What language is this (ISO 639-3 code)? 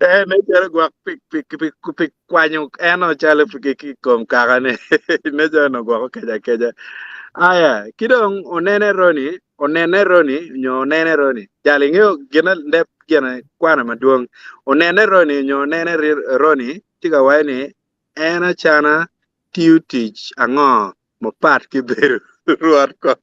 ach